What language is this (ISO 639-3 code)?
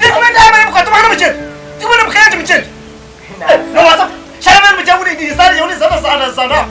nyn